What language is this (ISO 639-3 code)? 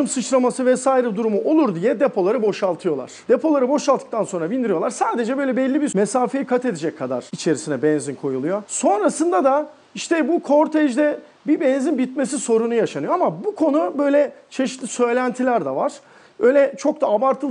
tur